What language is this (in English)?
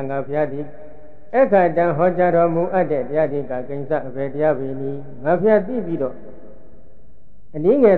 Burmese